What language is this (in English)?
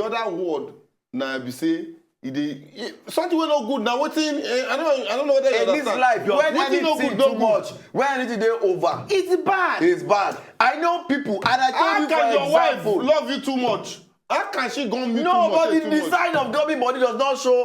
Nigerian Pidgin